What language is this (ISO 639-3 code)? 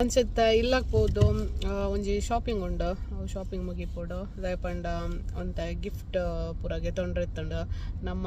tcy